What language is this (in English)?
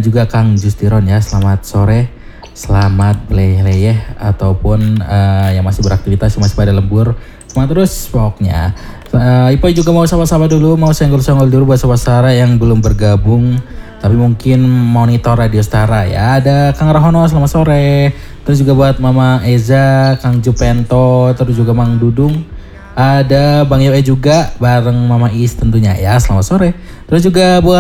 Indonesian